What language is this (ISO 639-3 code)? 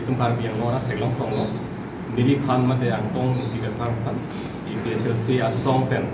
mjw